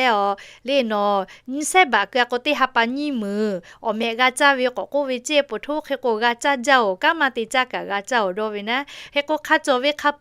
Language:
Lahu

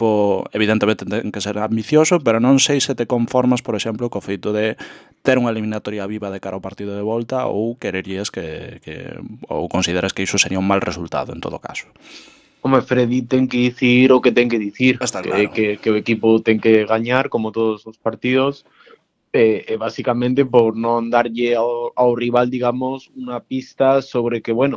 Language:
Galician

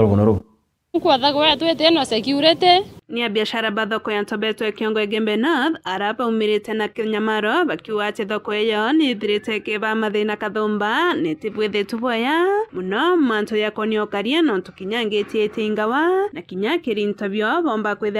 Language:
Meru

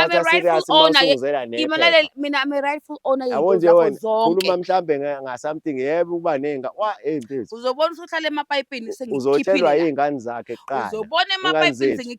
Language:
Zulu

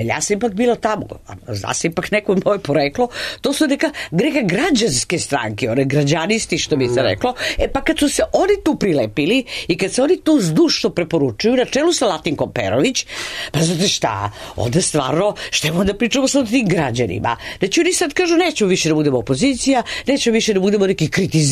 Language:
Serbian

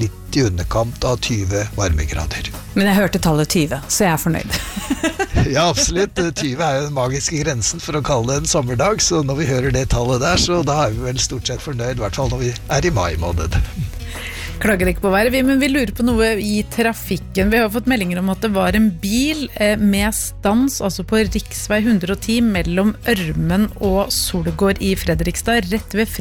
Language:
Norwegian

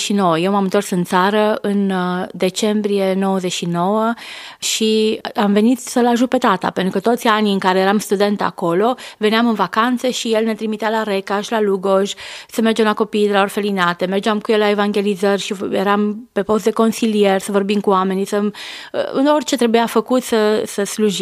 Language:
Romanian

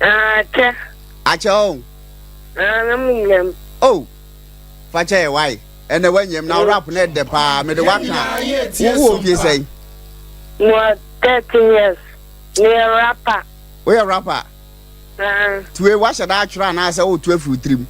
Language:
Akan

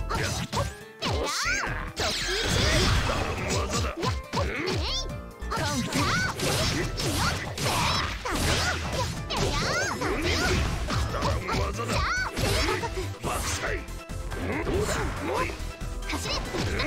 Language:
Japanese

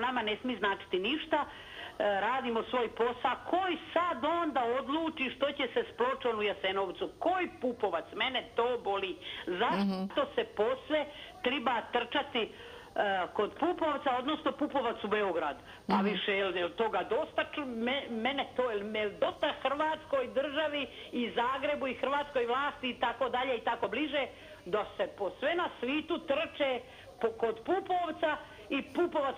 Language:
Croatian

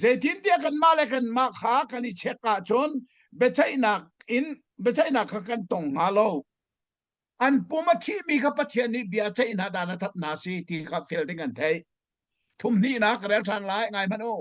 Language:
Hakha Chin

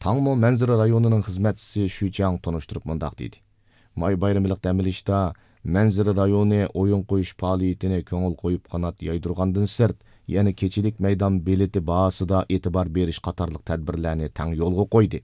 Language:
Uyghur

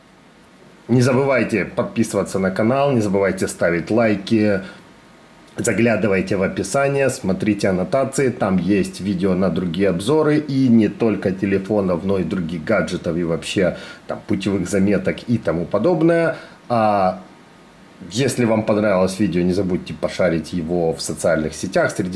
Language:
Russian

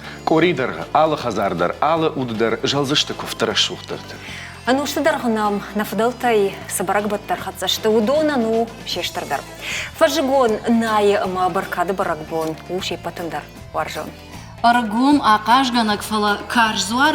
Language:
Ossetic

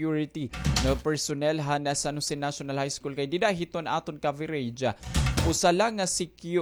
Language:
Waray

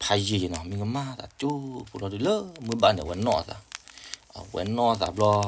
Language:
S'gaw Karen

